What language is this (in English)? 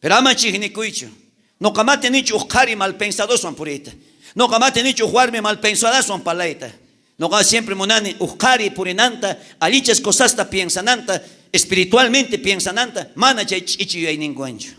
South Bolivian Quechua